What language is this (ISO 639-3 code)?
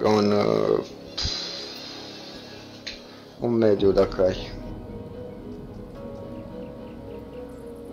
ron